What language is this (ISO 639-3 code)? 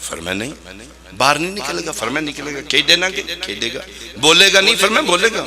phr